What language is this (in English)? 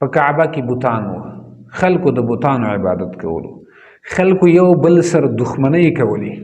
Pashto